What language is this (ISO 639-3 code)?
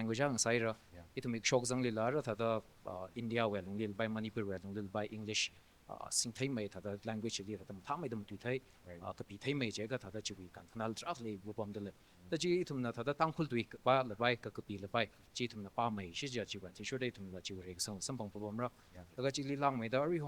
nmf